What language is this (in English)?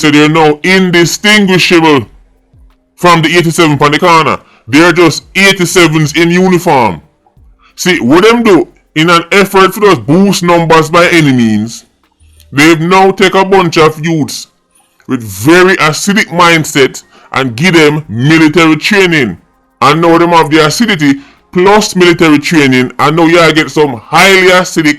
Jamaican Creole English